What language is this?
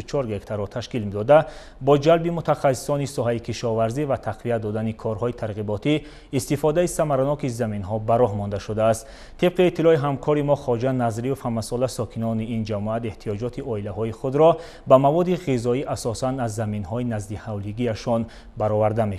Tajik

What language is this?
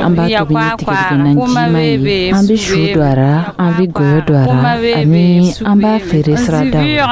Dyula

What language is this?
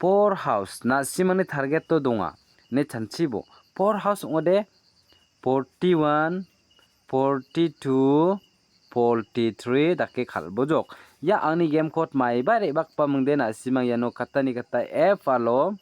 Garo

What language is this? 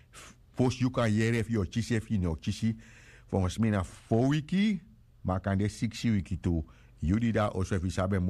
Sranan Tongo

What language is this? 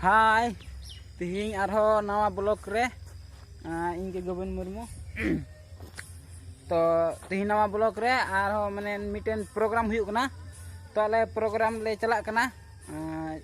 Santali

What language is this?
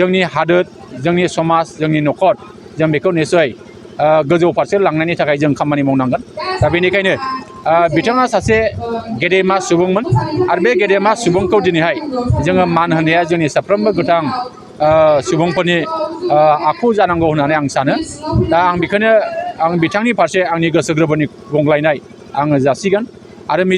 Bodo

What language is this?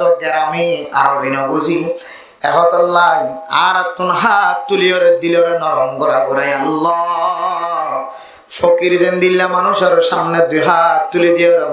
Rohingya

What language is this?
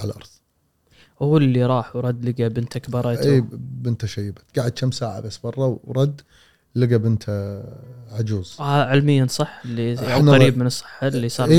Gulf Arabic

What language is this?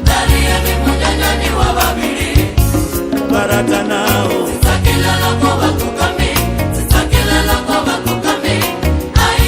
Venda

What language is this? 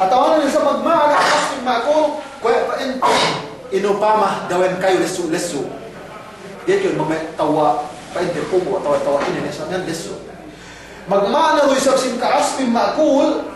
Yakan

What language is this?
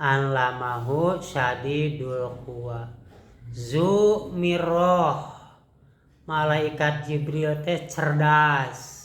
Sundanese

